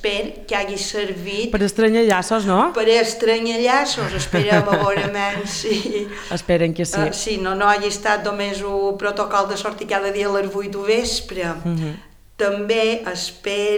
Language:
Catalan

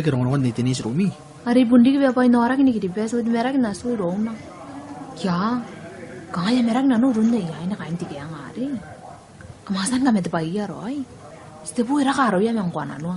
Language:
Gilbertese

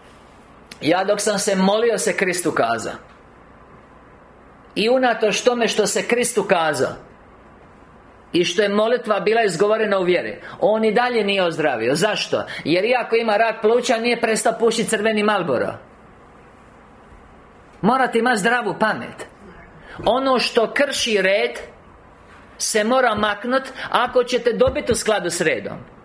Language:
Croatian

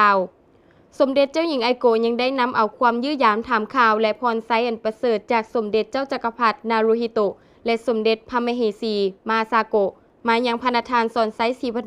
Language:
Lao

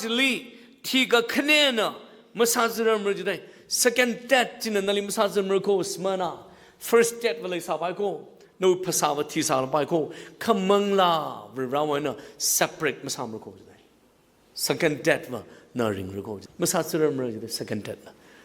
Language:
Tangkhul Naga (India)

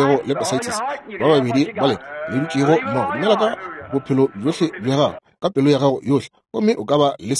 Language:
Northern Sotho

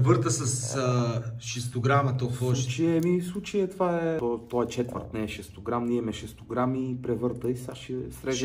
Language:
Bulgarian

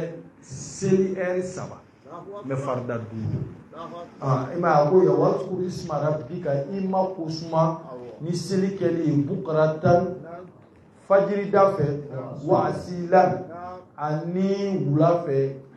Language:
Bambara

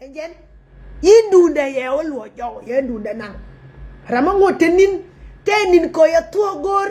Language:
Nuer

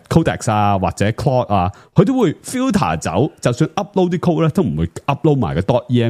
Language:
Cantonese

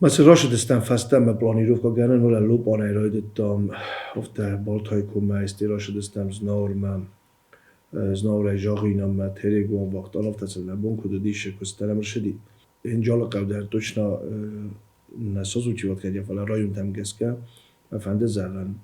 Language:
Ossetic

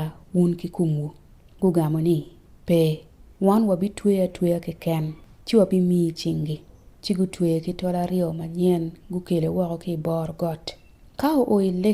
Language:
Acoli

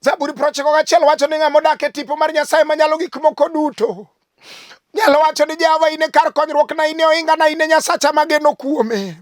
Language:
Luo (Kenya and Tanzania)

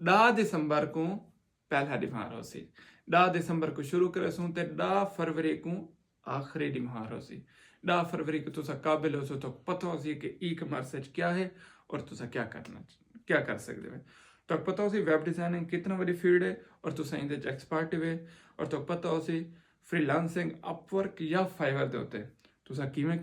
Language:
Saraiki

